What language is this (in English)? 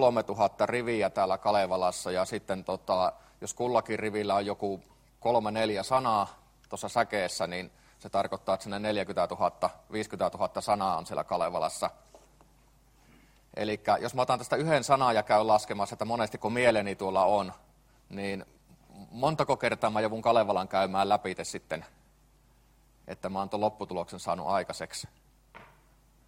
Finnish